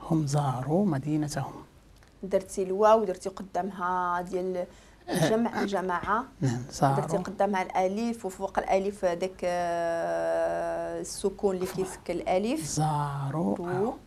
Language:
Moroccan Arabic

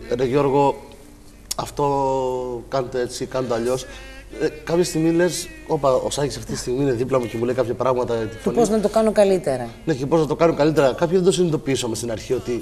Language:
Greek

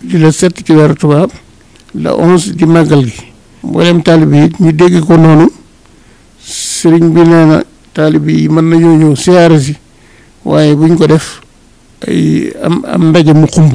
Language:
Wolof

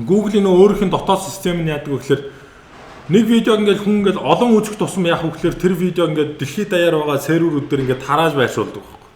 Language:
Mongolian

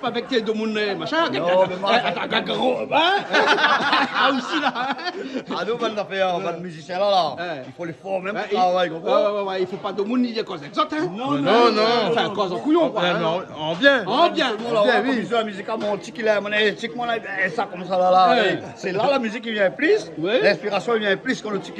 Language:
Réunion Creole French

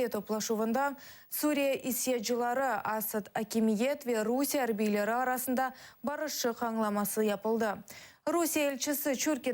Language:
Crimean Tatar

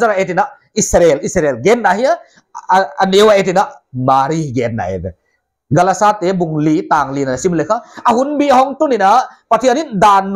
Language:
Paite Chin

